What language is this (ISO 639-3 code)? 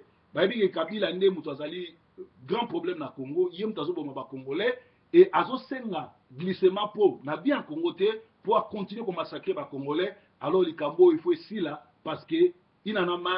lin